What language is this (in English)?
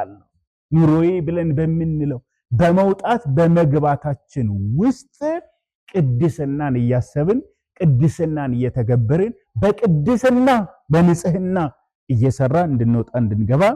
Amharic